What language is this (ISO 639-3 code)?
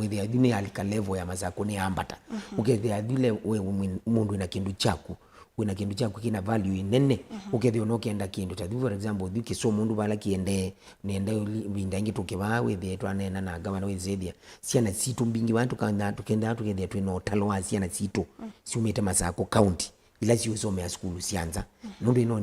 kam